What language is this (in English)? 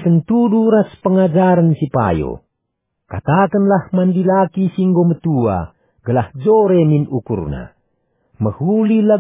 Batak Karo